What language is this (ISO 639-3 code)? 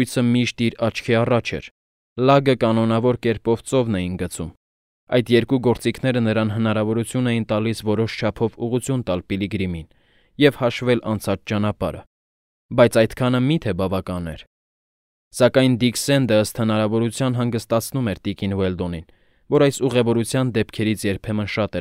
hye